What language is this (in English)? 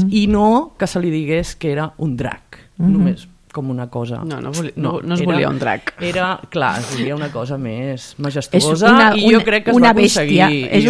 Catalan